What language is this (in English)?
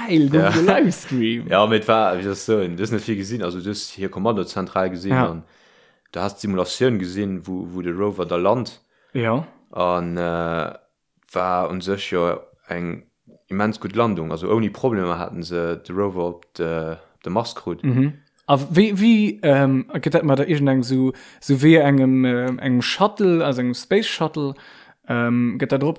Luxembourgish